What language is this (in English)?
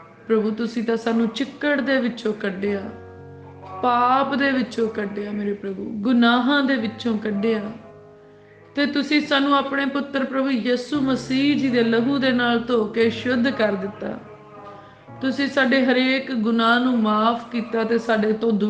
Punjabi